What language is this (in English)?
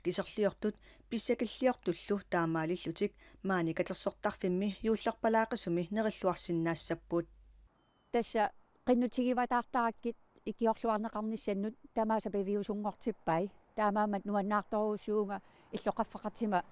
Kalaallisut